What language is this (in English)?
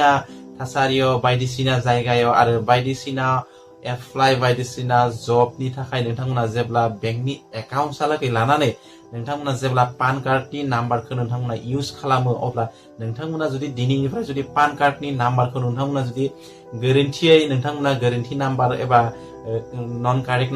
Bodo